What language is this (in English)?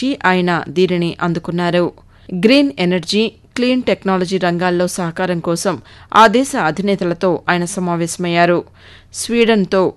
Telugu